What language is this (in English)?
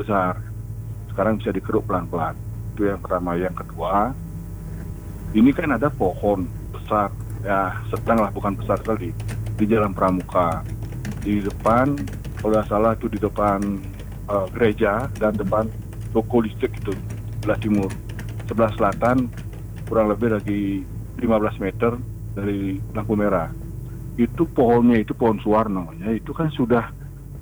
Indonesian